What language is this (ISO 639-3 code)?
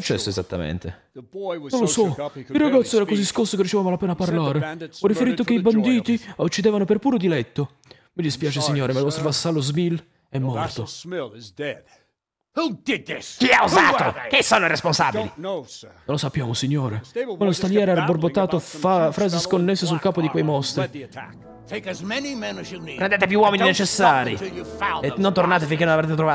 ita